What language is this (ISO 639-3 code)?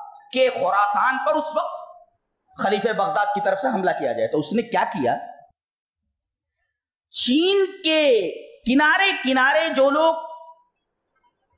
urd